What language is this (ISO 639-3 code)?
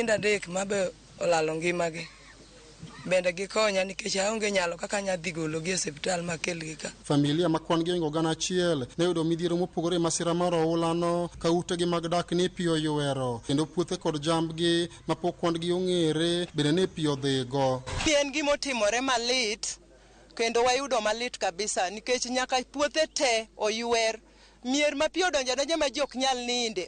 luo